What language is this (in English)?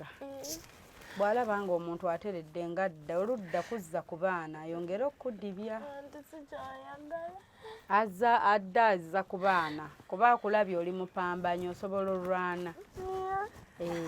Ganda